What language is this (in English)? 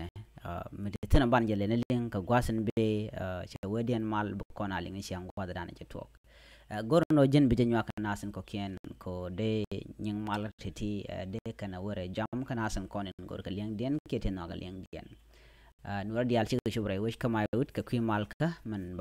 Nuer